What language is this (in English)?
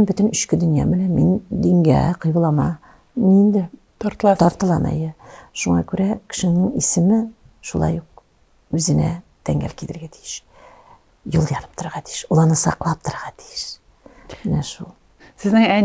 Tatar